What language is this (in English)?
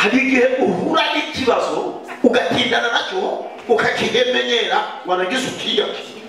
Kinyarwanda